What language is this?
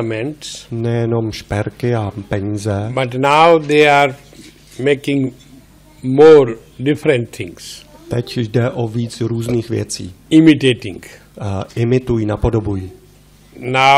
Czech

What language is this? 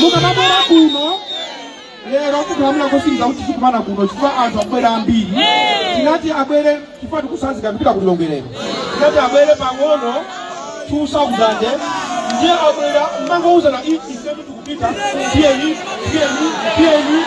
Nyanja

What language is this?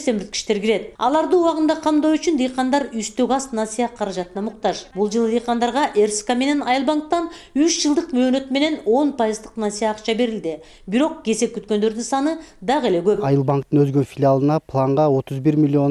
Kyrgyz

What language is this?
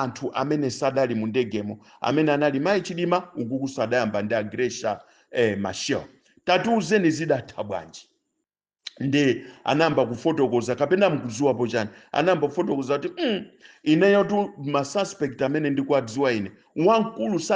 Nyanja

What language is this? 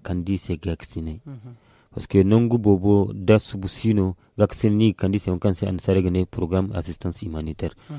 Zarma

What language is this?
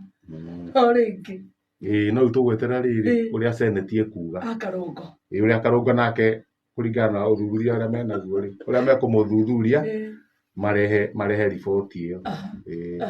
Kikuyu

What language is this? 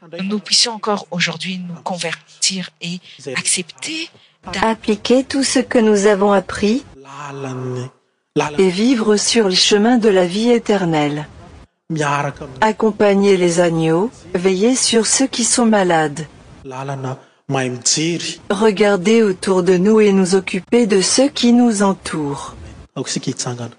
French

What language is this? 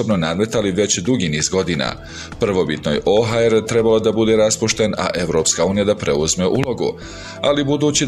Bosnian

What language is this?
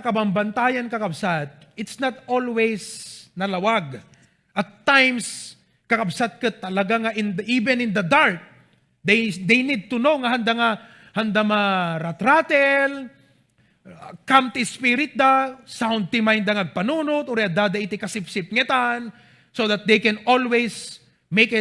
Iloko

